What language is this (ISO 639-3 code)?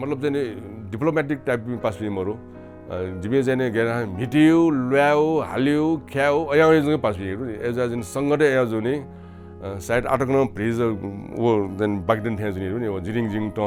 new